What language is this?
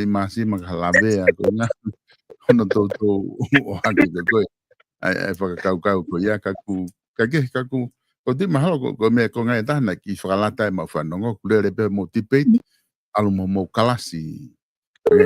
Tongan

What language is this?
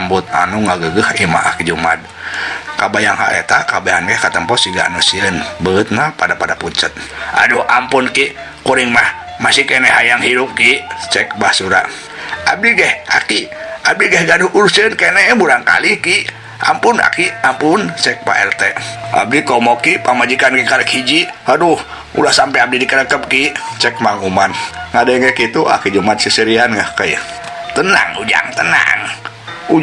Sundanese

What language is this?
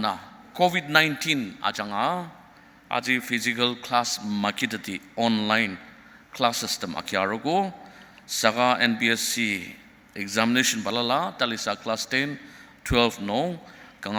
Ao Naga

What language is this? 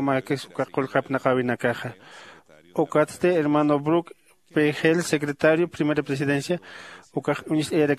Aymara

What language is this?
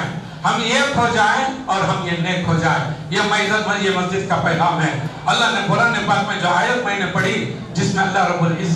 Urdu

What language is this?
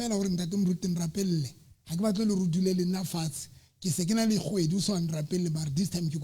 Southern Sotho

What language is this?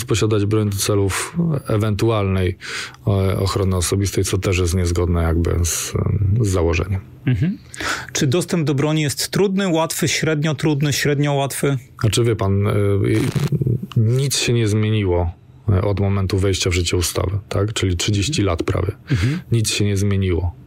Polish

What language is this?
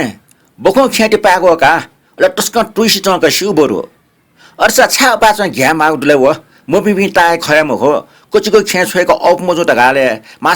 Newari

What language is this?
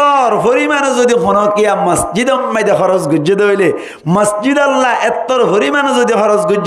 Rohingya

